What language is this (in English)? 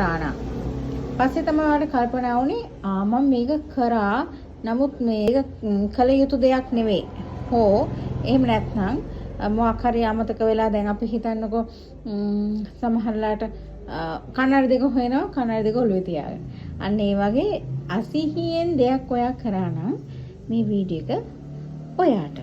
Sinhala